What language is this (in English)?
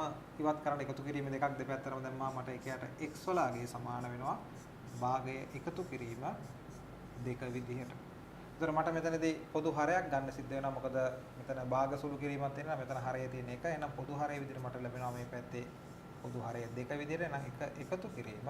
Sinhala